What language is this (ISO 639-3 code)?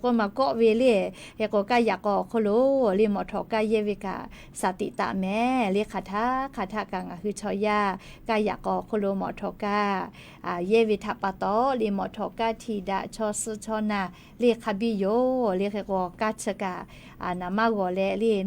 lhu